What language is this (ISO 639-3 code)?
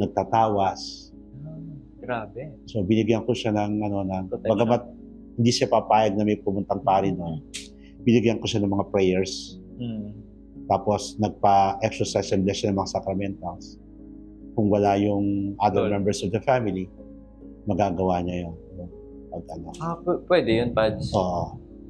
fil